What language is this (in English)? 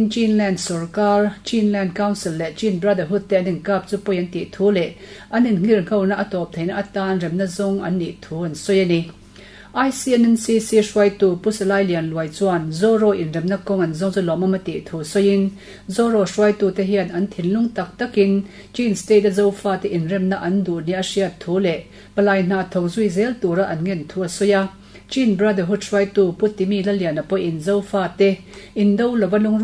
Mizo